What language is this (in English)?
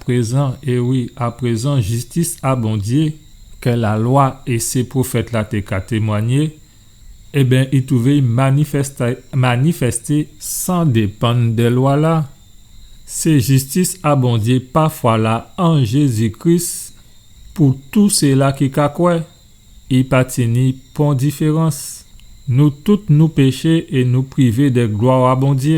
Guadeloupean Creole French